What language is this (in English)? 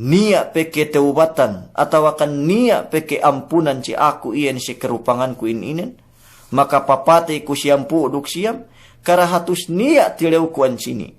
Yakan